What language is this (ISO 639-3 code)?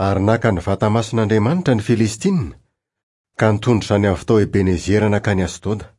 mlg